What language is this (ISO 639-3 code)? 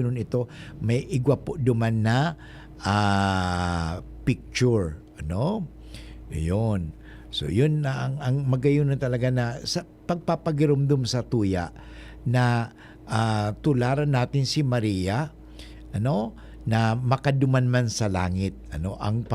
bik